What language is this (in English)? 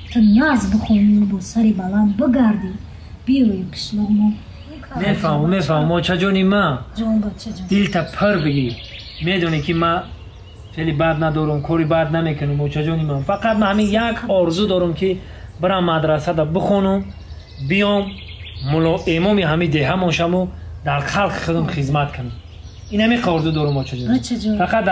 Tajik